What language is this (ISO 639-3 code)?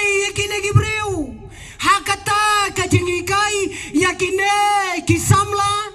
kha